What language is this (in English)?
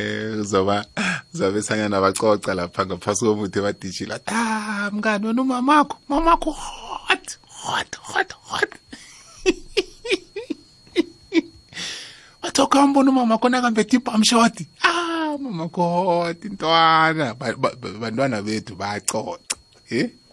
South Ndebele